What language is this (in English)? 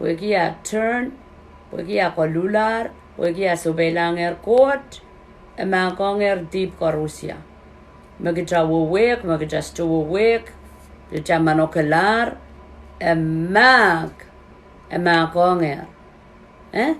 Pohnpeian